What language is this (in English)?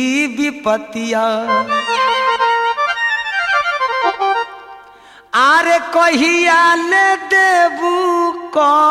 Bhojpuri